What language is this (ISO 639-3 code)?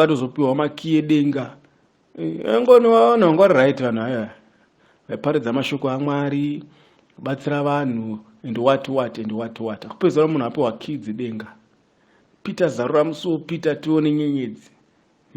sna